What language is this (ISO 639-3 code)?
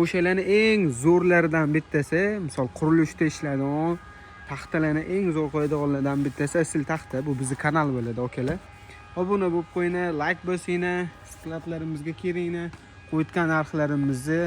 uzb